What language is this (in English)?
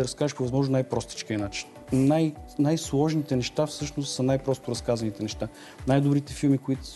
Bulgarian